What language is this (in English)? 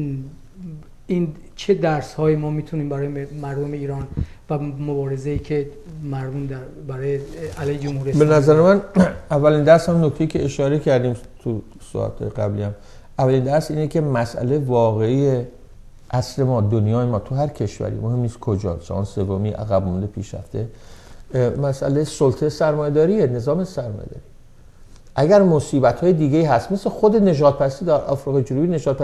Persian